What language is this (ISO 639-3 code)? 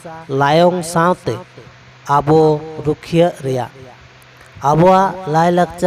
sat